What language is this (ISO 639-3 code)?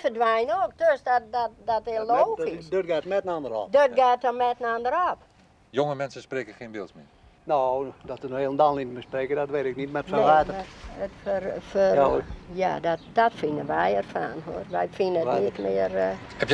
fry